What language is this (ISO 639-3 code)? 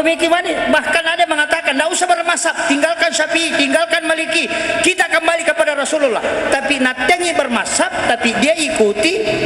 bug